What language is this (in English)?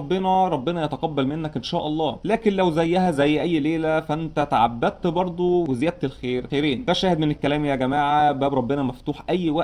Egyptian Arabic